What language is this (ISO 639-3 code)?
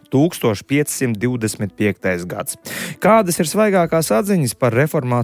lav